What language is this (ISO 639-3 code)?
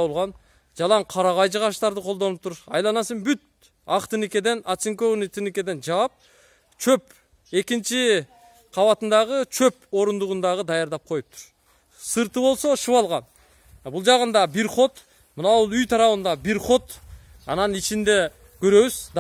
kir